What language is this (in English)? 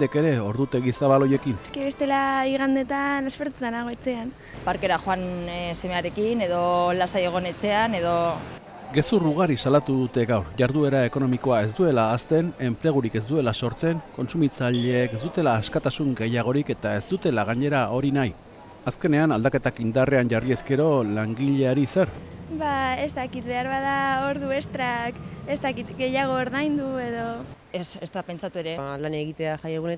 Basque